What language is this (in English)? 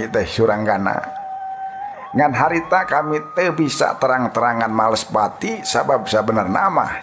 Sundanese